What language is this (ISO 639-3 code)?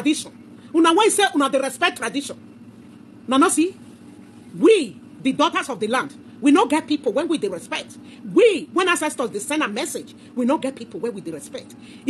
pcm